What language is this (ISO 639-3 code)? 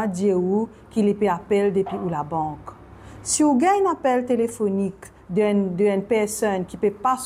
mfe